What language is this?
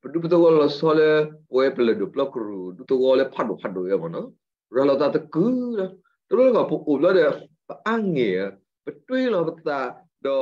S'gaw Karen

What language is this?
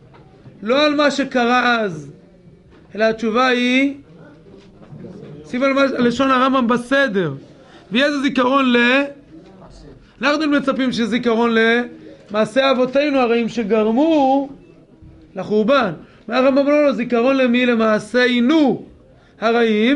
Hebrew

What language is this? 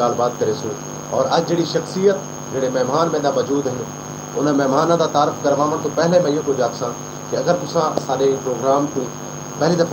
Saraiki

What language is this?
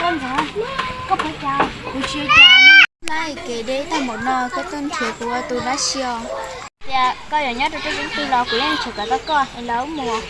Hmong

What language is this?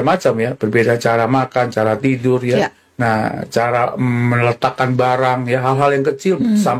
Indonesian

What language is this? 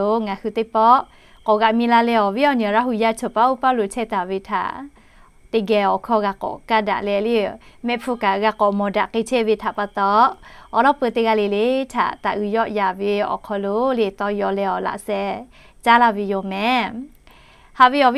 Lahu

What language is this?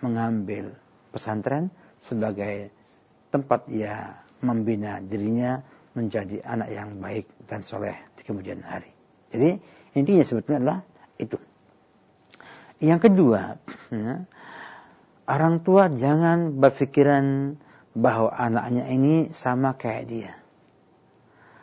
Indonesian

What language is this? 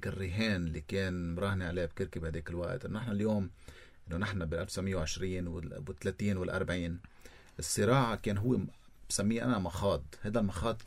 North Levantine Arabic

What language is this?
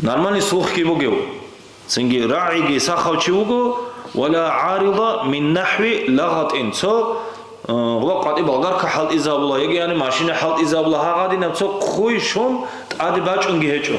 Avaric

